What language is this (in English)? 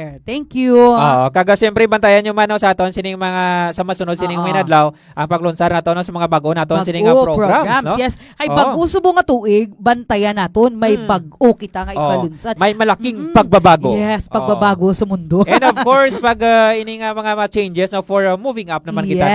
Hiligaynon